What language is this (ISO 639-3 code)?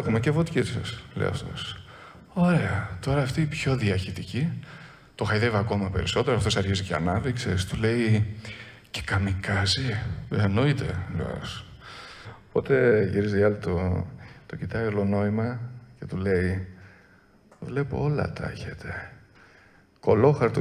ell